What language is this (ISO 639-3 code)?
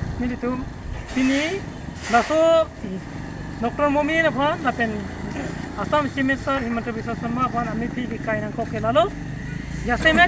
mjw